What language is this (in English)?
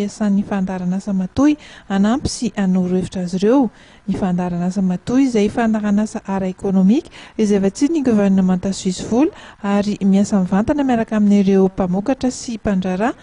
Malagasy